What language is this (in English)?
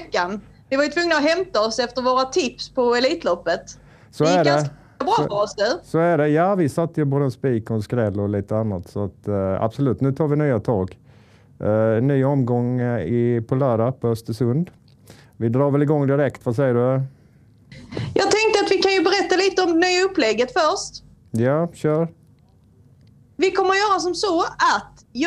Swedish